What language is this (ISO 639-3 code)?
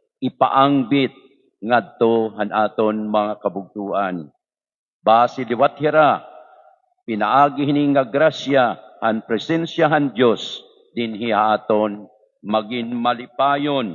war